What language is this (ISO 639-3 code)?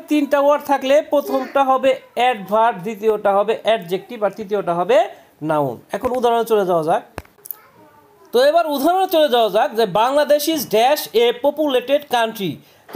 ben